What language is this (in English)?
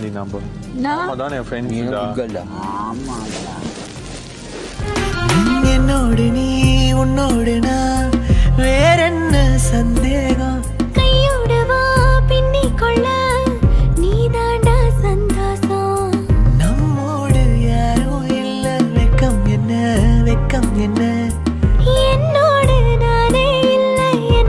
Tamil